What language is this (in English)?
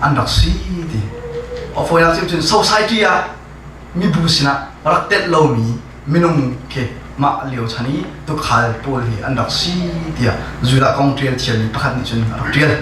Hakha Chin